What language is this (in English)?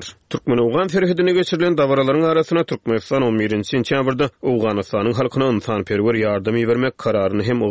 Turkmen